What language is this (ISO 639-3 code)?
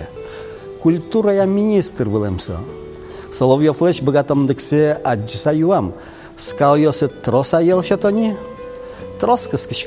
udm